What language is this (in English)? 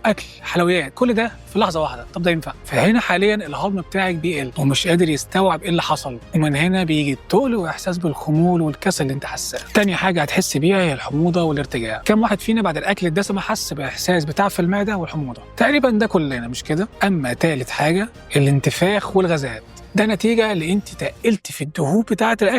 Egyptian Arabic